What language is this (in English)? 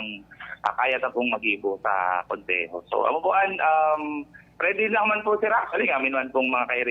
Bikol